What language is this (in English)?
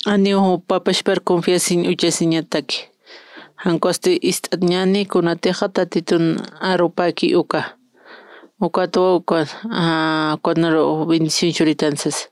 Aymara